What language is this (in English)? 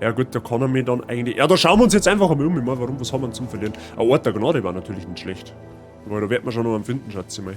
Bavarian